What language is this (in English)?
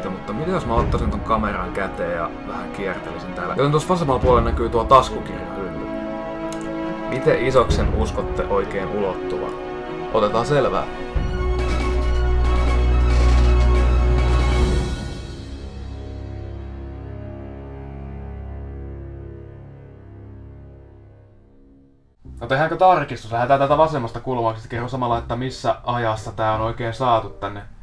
Finnish